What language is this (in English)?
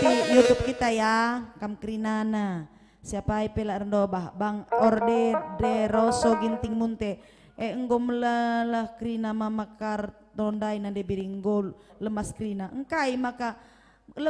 Batak Karo